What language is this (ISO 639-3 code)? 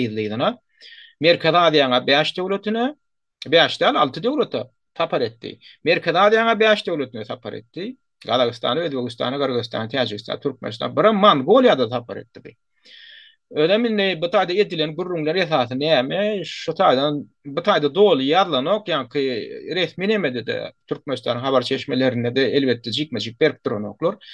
tuk